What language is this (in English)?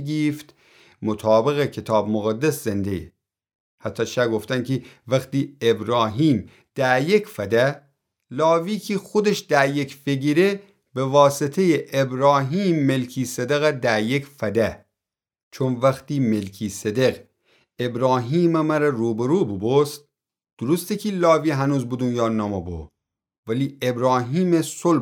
Gilaki